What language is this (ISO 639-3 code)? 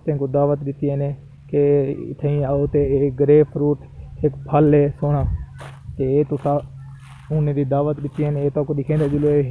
skr